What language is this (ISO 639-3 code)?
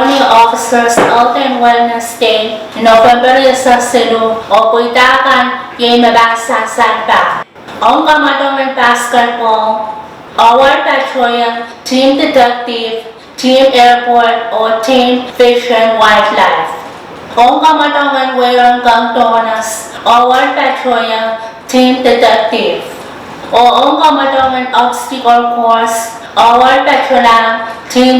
pon